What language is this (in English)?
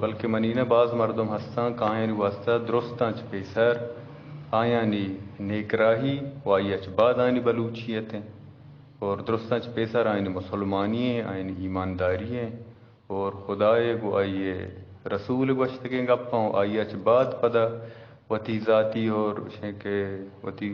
Eastern Balochi